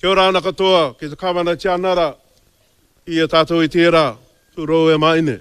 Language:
Māori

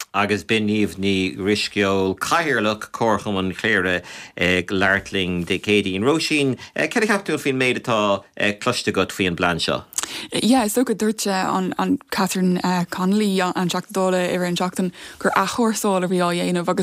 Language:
Irish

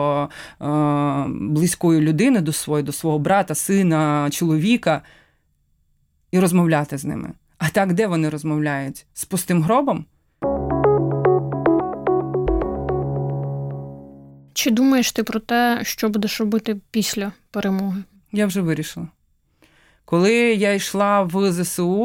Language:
Ukrainian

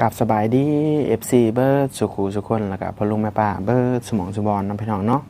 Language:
Northeastern Thai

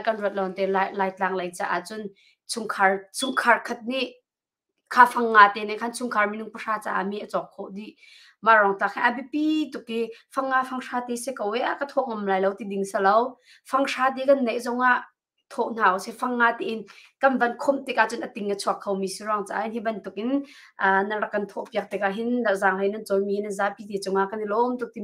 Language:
Hakha Chin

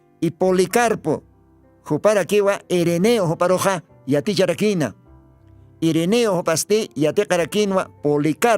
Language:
Aymara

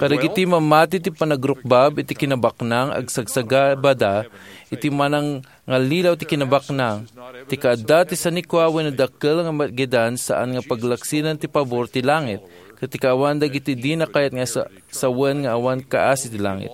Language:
Iloko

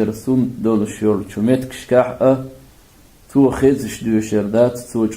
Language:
Chechen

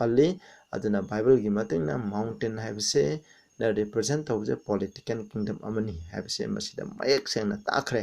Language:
Manipuri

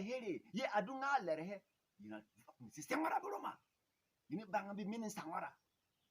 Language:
Berom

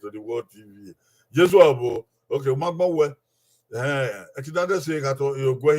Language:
Bini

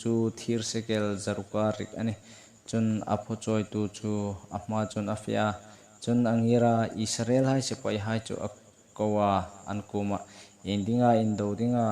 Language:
Hmar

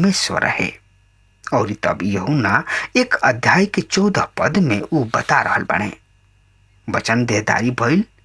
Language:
Bhojpuri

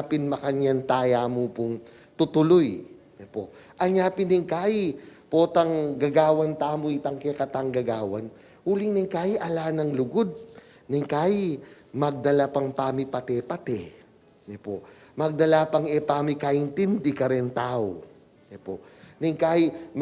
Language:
Pampanga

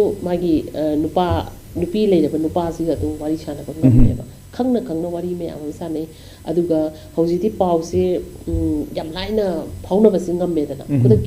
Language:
Manipuri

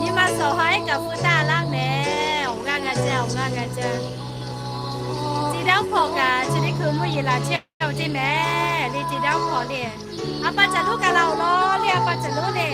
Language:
Lahu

